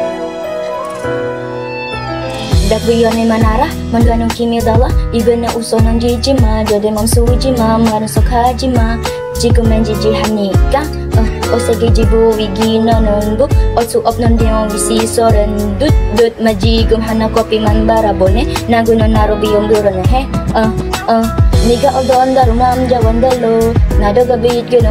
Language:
Korean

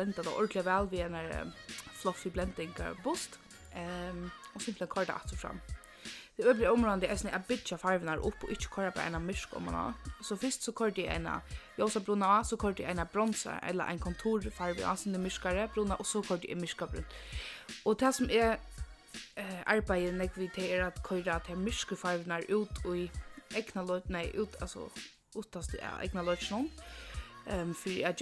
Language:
Faroese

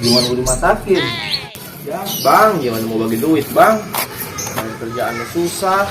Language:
Betawi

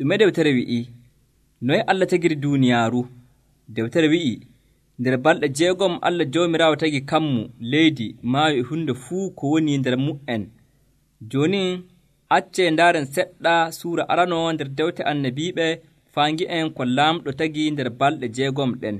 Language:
Nigerian Fulfulde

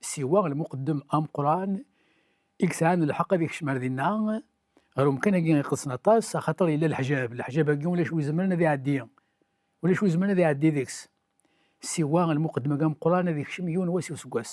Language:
Kabyle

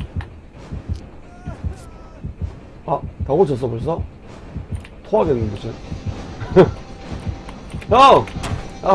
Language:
Korean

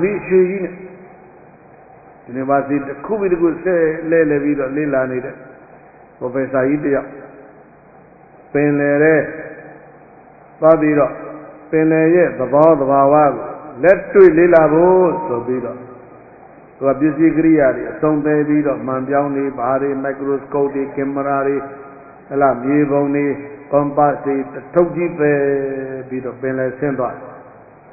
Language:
Burmese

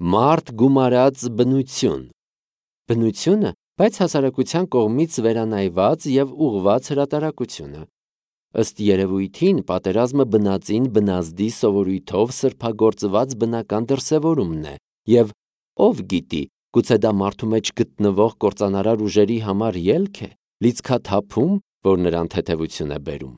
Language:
Armenian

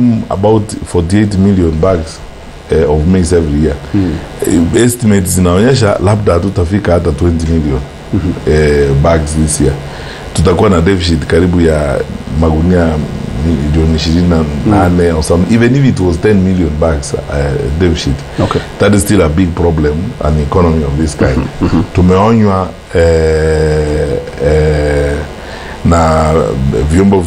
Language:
Kikuyu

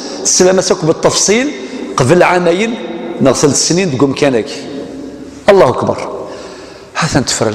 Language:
Kabyle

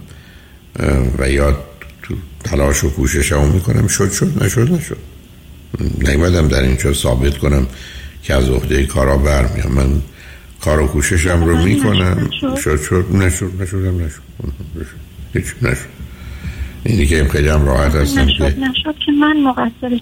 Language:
Persian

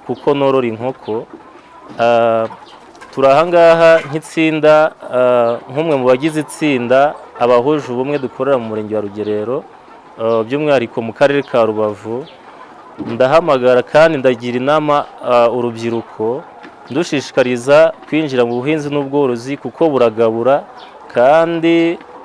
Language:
Kinyarwanda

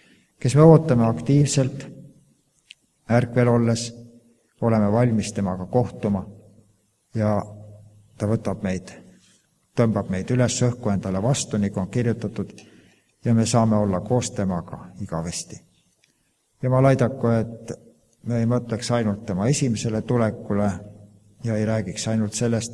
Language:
Estonian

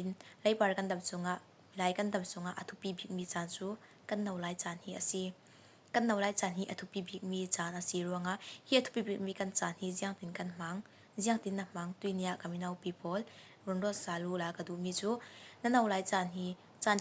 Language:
Falam Chin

